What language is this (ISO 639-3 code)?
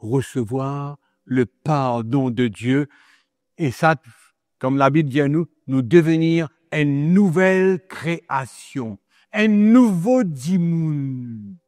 mfe